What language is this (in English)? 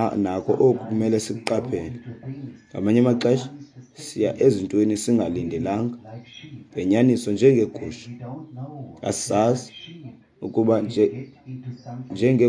Xhosa